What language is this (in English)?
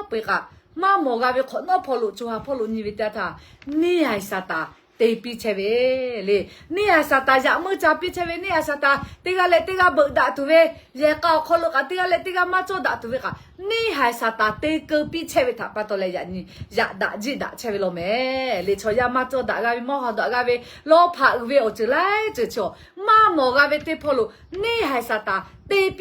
Lahu